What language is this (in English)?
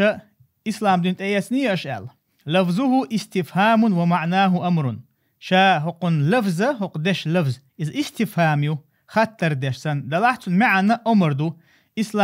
Chechen